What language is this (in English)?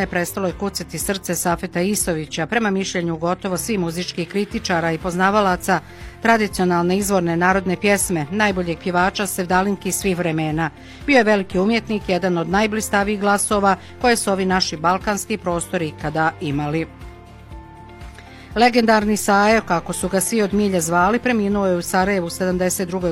Bosnian